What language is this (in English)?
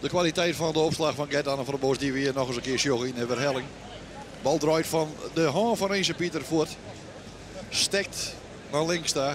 Western Frisian